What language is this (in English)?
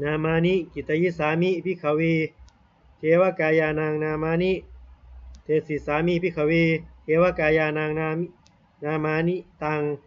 Pali